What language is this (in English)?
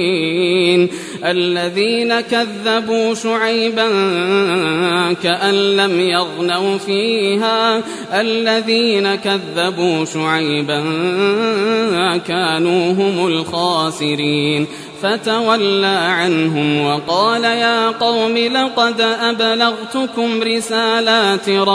Arabic